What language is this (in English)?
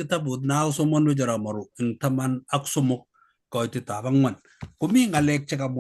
Kalenjin